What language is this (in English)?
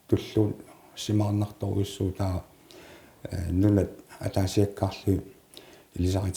Kalaallisut